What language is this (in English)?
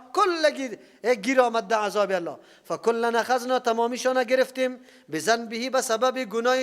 Persian